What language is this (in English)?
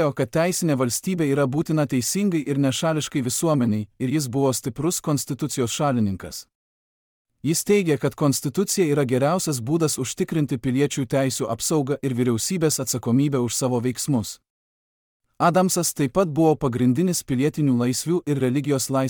Lithuanian